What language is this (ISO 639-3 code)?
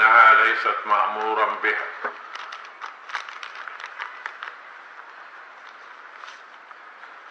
ara